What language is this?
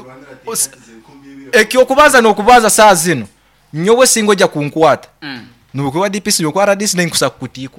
Nyoro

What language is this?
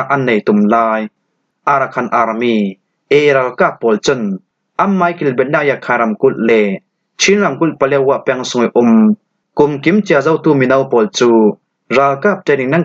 Falam Chin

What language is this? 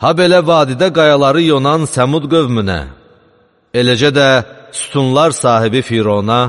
Azerbaijani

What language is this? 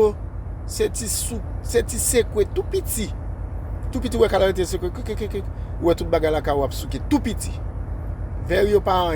Haitian Creole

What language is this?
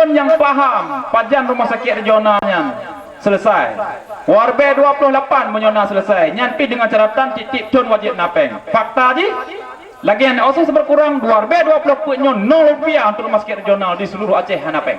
Achinese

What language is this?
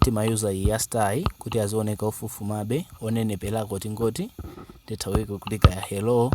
Nyanja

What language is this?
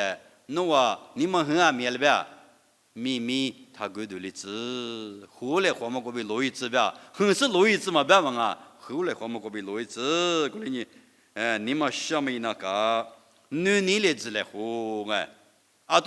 Lisu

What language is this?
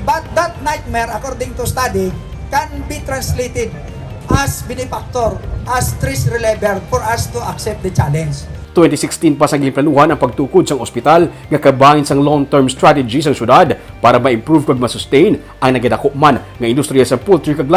Hiligaynon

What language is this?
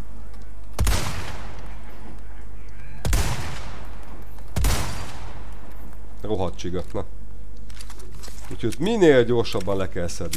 Hungarian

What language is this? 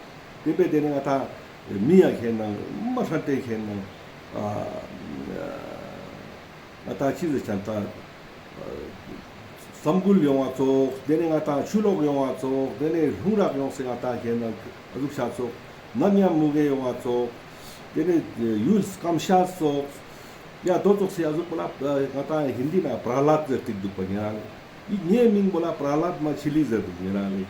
Ladakhi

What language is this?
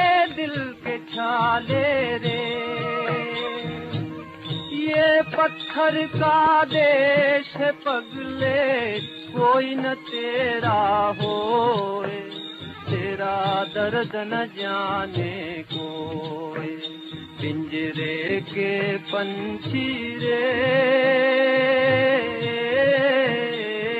Hindi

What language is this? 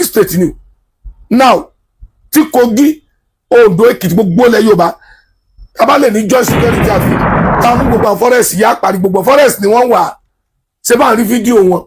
Yoruba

